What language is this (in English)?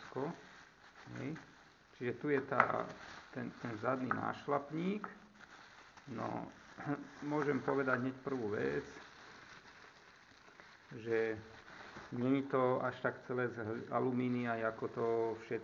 Slovak